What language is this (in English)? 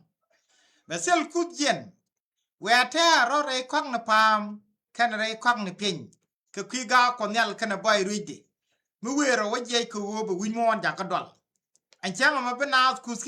Nuer